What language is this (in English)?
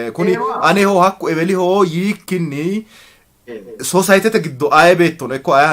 Sidamo